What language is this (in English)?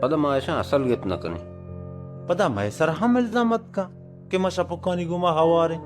Baluchi